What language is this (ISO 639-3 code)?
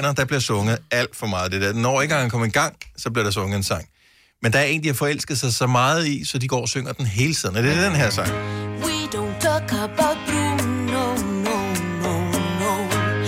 dan